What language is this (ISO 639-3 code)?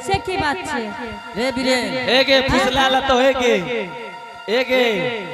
anp